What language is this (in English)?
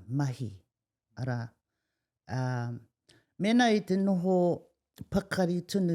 Māori